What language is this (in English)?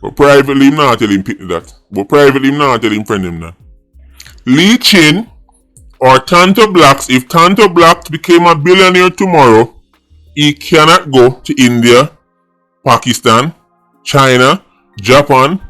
Jamaican Creole English